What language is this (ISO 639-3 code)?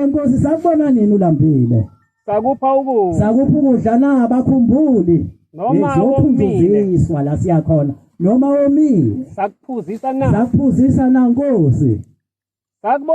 zul